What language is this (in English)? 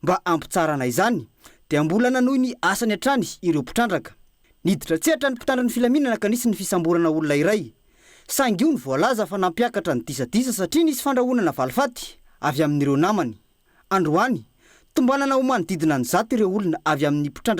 Malagasy